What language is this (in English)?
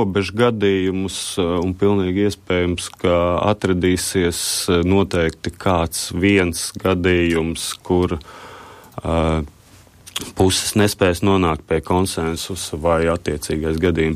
Latvian